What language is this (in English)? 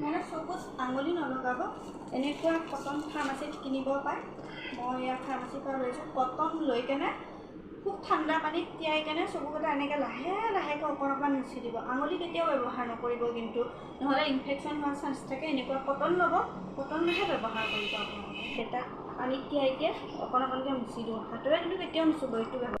Assamese